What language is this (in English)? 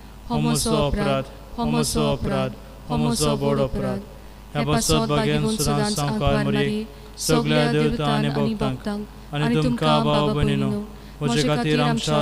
Konkani